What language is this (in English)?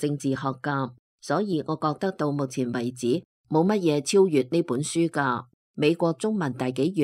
Cantonese